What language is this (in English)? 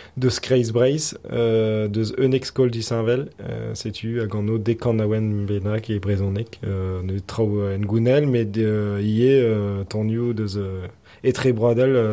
Breton